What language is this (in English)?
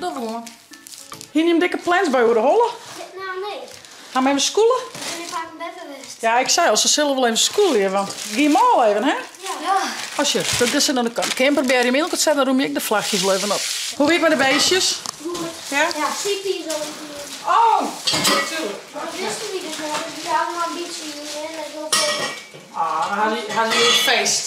Western Frisian